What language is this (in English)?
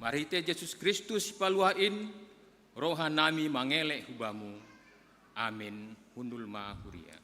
Batak Simalungun